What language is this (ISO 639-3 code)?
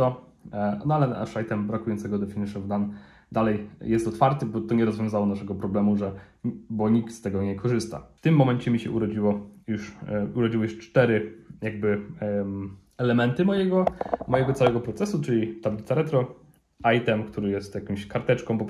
pol